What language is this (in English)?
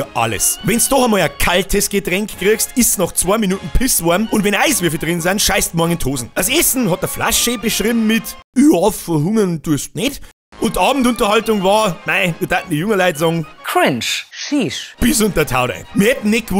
Bavarian